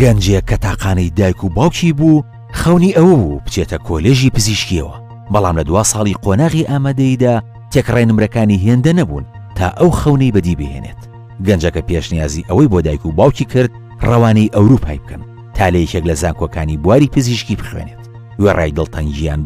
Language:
Central Kurdish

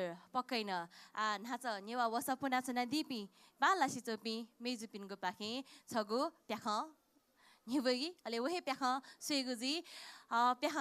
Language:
Newari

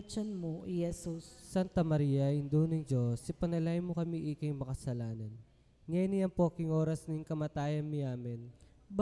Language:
Pampanga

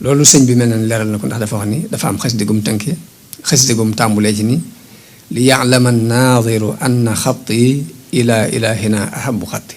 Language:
Wolof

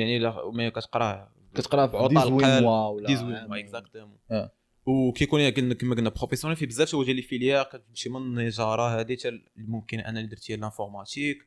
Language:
Moroccan Arabic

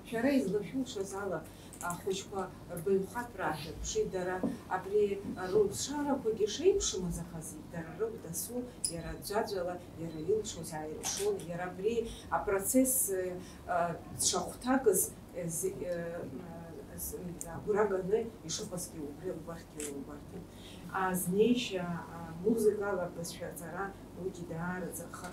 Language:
Abkhazian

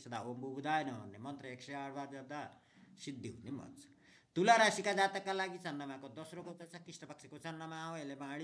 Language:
Nepali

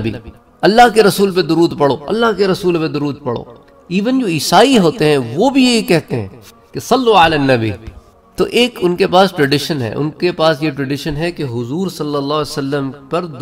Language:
Urdu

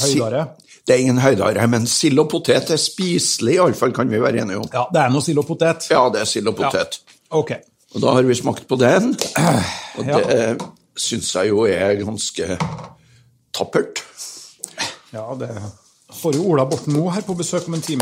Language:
Norwegian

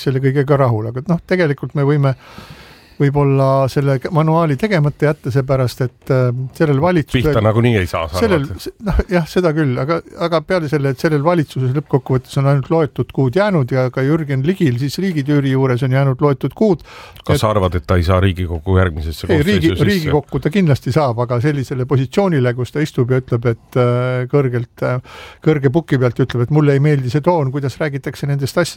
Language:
Estonian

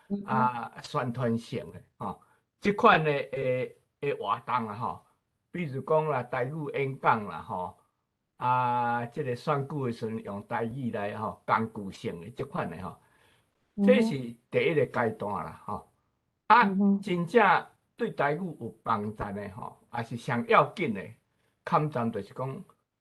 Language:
Min Nan Chinese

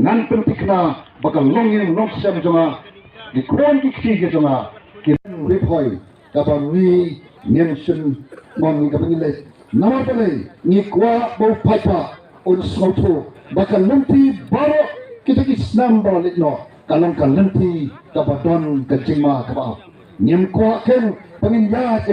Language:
Khasi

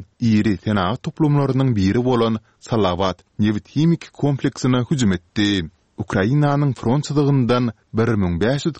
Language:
Turkmen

